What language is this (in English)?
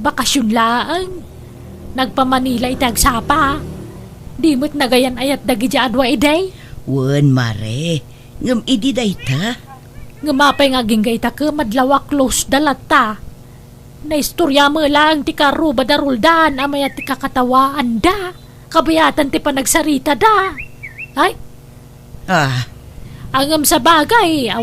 Iloko